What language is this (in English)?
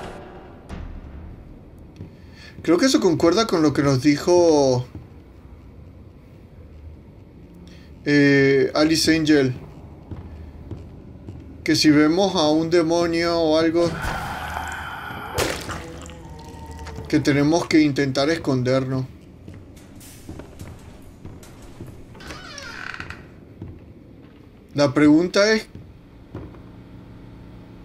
Spanish